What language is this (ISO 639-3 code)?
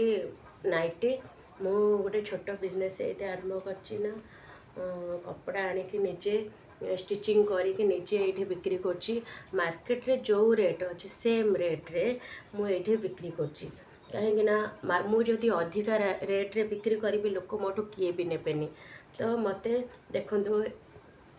ori